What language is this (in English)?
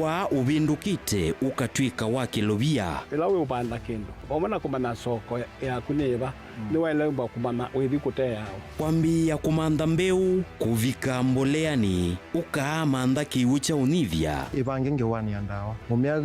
Kamba